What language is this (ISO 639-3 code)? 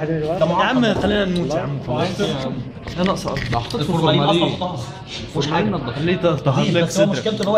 arz